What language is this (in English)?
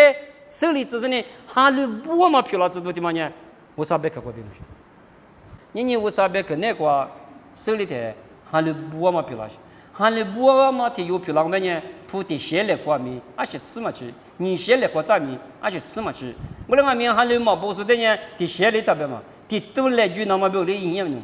Lisu